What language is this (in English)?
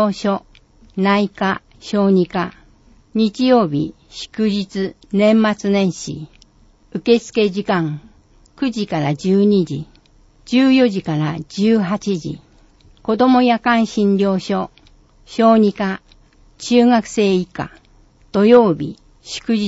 Japanese